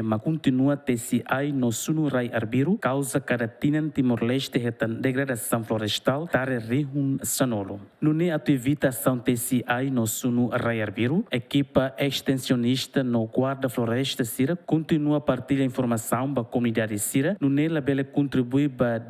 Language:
Tetum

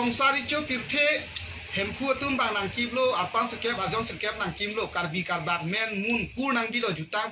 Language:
Karbi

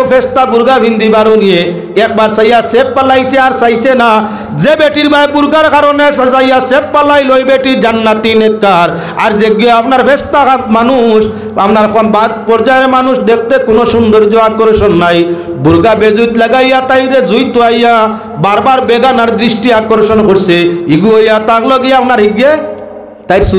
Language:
Sylheti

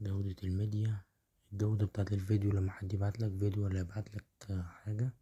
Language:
Egyptian Arabic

